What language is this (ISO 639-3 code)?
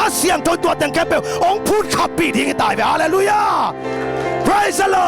ctd